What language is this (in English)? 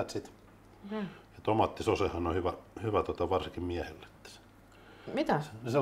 Finnish